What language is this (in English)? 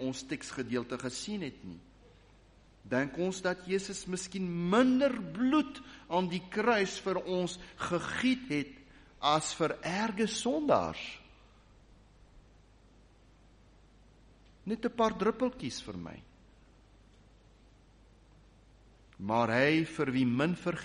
Afrikaans